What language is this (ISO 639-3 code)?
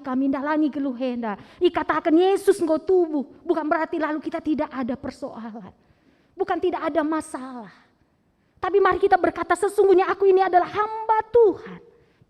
btx